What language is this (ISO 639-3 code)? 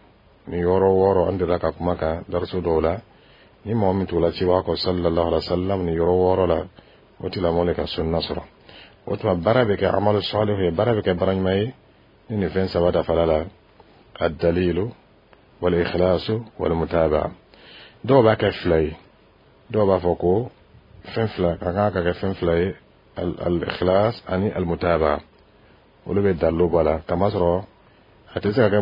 dyu